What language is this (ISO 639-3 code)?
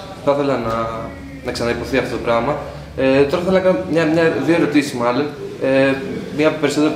ell